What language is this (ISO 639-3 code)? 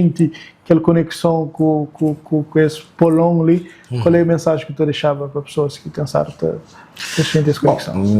kea